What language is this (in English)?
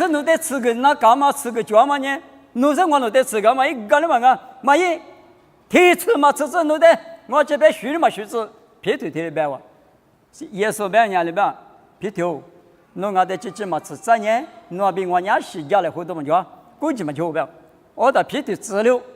Lisu